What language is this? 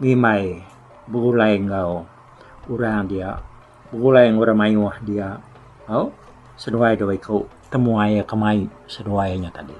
Iban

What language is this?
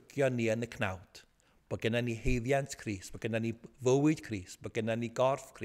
Welsh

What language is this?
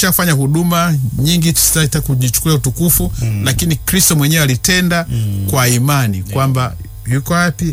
Swahili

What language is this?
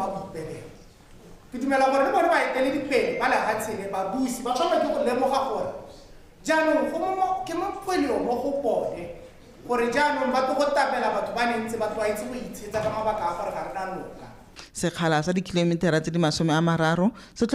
Tswana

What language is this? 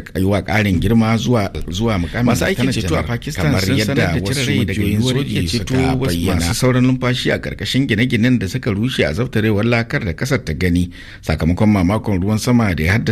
Hausa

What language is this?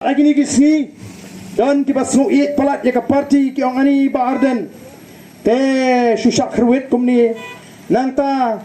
Khasi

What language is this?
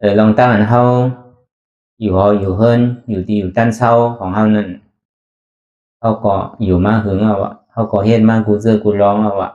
Shan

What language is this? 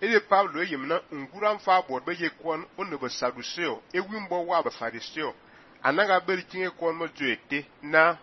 Fang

